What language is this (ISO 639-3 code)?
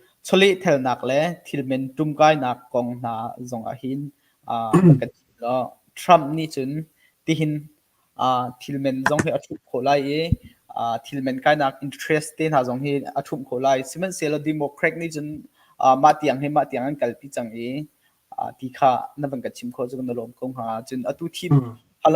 cnh